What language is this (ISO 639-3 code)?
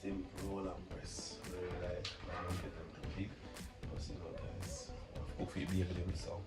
jam